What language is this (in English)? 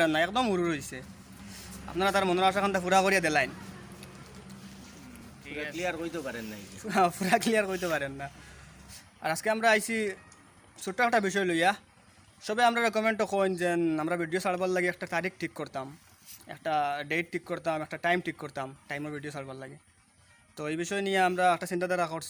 Sylheti